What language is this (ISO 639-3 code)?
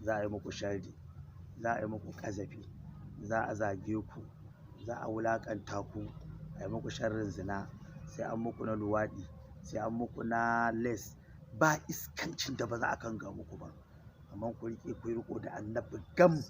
hau